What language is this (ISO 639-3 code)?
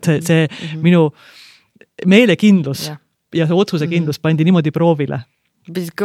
est